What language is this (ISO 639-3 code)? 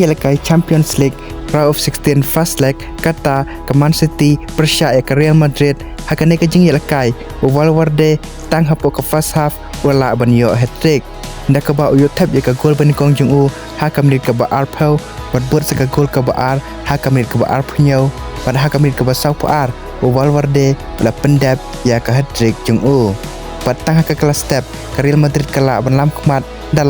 kha